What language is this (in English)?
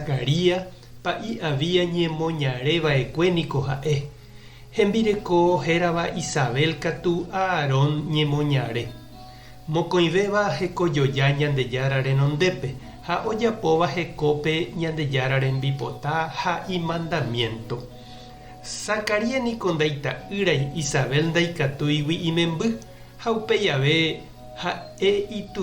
Guarani